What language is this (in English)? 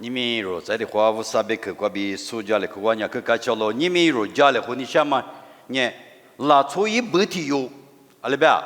Lisu